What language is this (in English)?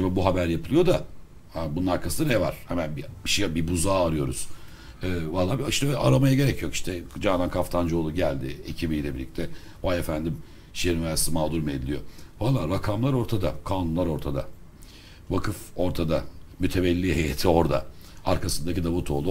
Turkish